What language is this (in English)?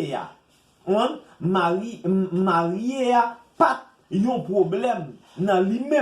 Haitian Creole